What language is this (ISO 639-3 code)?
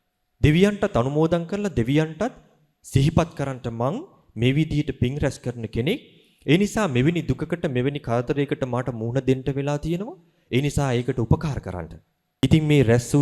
sin